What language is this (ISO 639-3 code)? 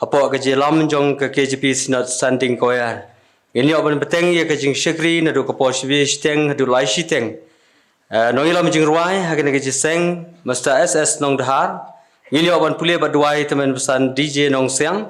kha